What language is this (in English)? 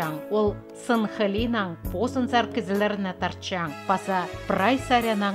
Khakas